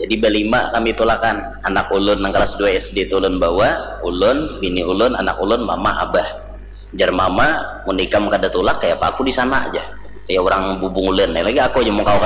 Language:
Banjar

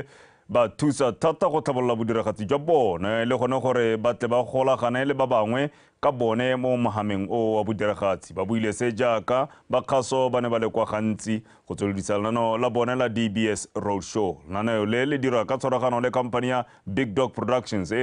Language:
Tswana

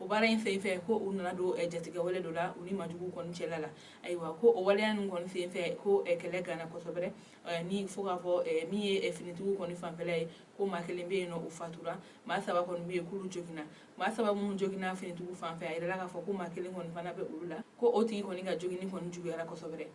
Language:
Bambara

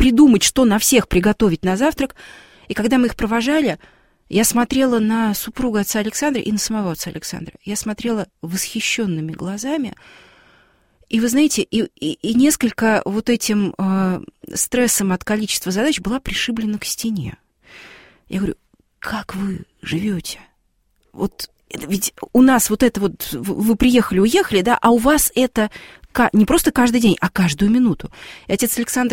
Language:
Russian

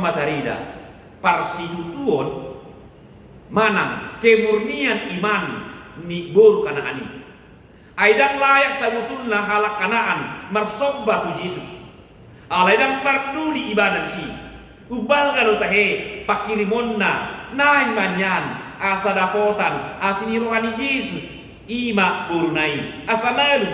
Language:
Batak Toba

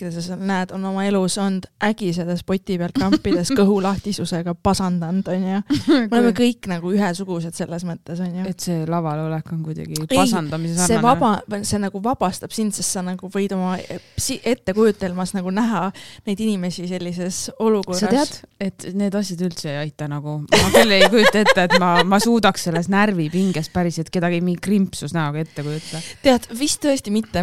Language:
Estonian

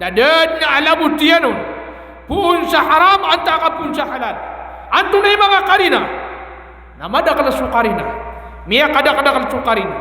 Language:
Maranao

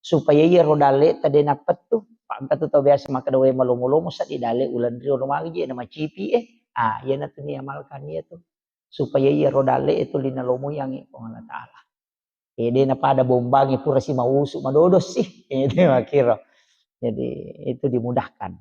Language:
Buginese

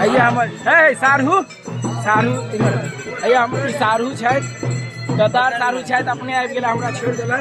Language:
Maithili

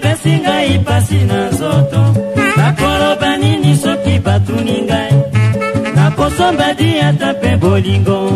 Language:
Lingala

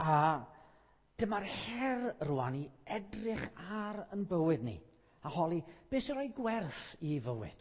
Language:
Welsh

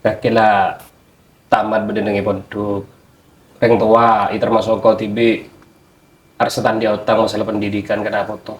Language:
Madurese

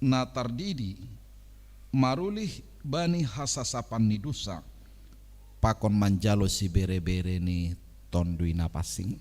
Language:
Batak Simalungun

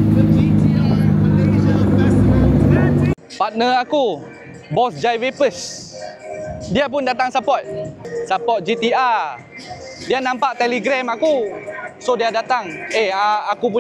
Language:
Malay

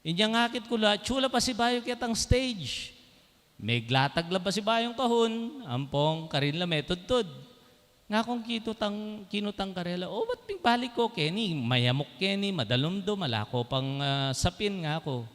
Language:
Pampanga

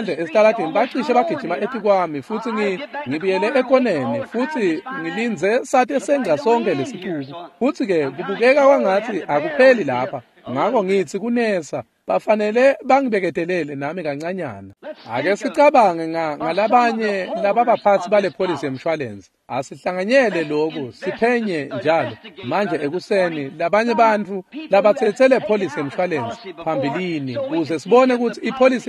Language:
Swati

